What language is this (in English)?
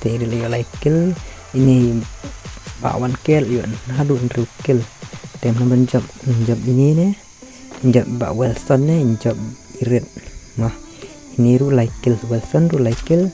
Khasi